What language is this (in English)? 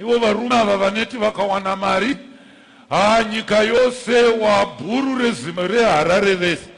Shona